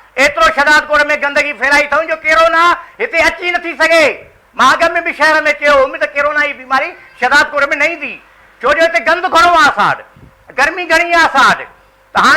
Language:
Sindhi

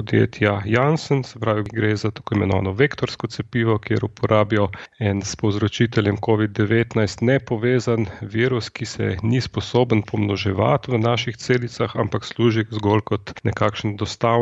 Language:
Slovenian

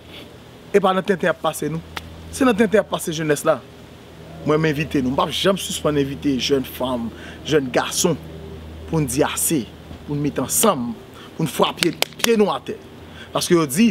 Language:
Haitian Creole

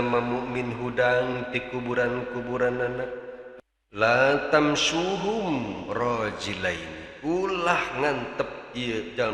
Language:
Sundanese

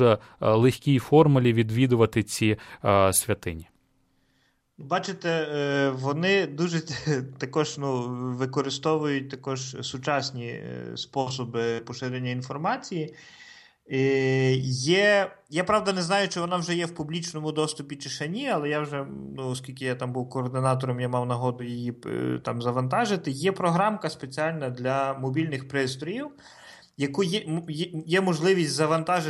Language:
Ukrainian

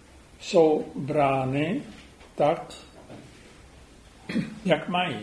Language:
Czech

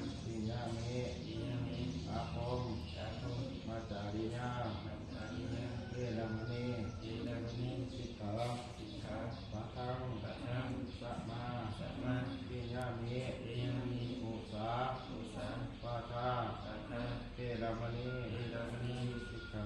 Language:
Pali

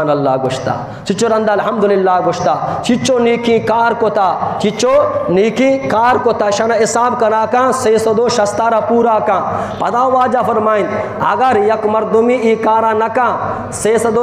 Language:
Eastern Balochi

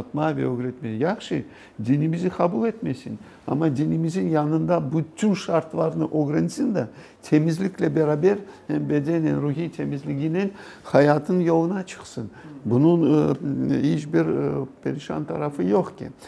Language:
Crimean Tatar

